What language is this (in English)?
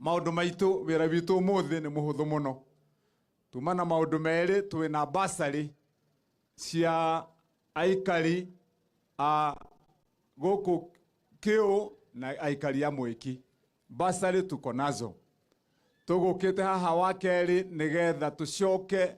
Kikuyu